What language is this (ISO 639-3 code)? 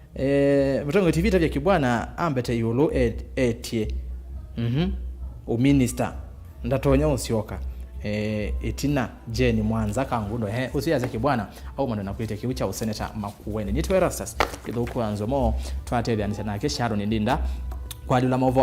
kam